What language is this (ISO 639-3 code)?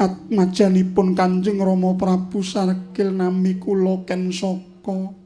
jav